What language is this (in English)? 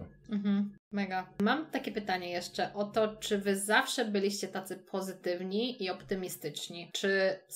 Polish